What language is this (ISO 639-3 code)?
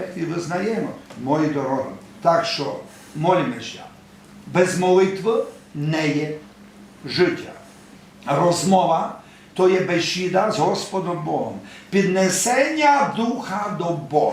rue